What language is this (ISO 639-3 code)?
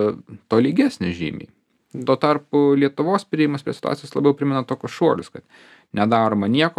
lit